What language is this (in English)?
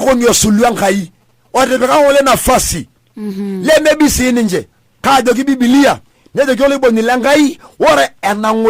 Masai